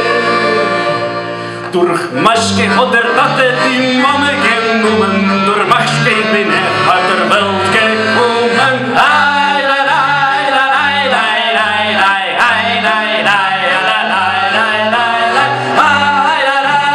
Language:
Yiddish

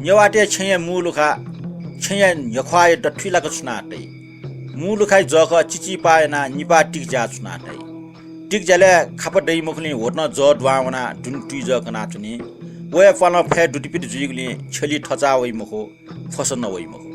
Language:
Newari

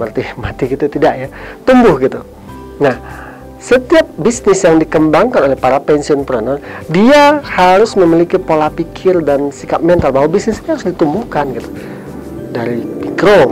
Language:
Indonesian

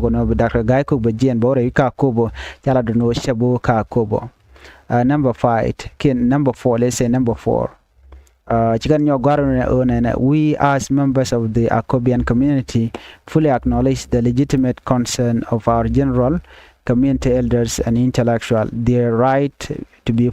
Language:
Nuer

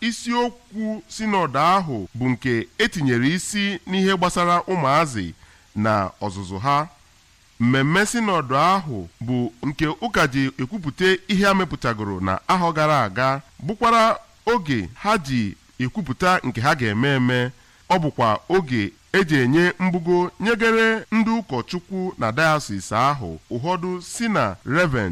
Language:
Igbo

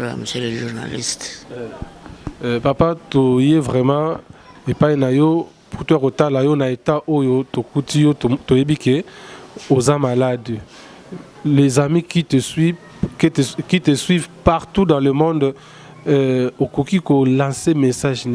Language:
Lingala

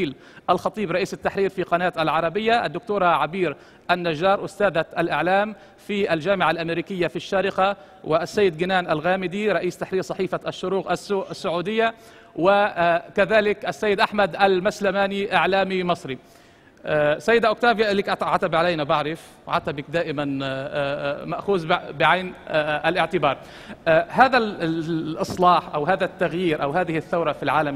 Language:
Arabic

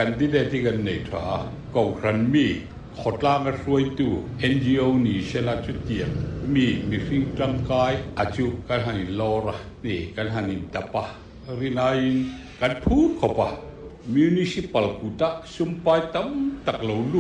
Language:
Mizo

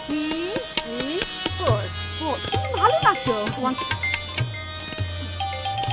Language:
Bangla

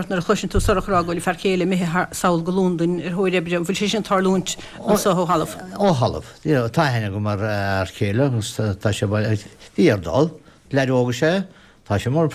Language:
Irish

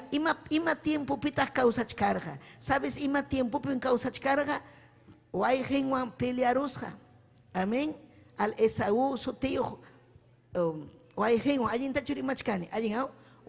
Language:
Ayacucho Quechua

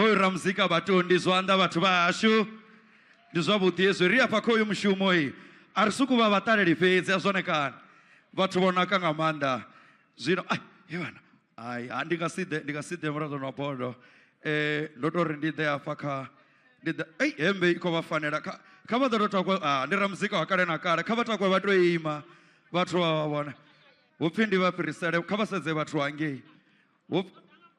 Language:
Venda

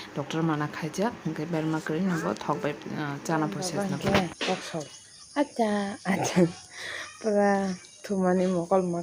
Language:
Kok Borok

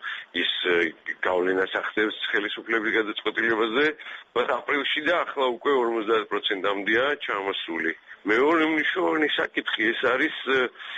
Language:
Georgian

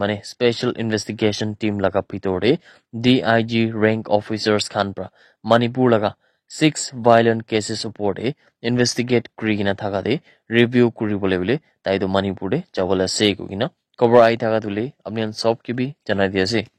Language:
Naga Pidgin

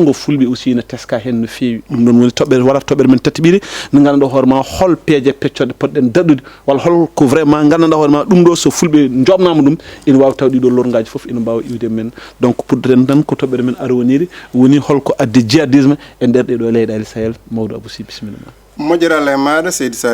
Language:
Fula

